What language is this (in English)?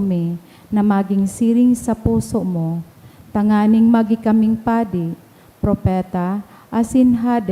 Bikol